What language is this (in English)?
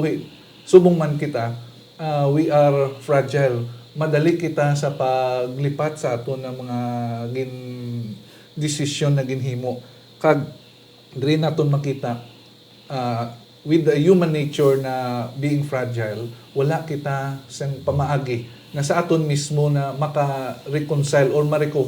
Hiligaynon